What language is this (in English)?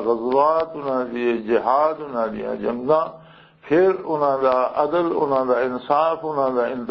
Western Panjabi